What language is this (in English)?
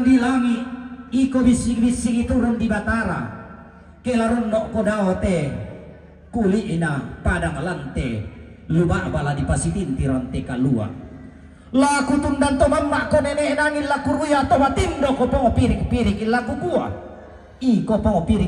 Toraja-Sa'dan